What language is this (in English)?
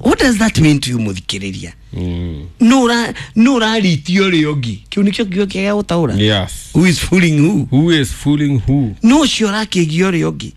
Kikuyu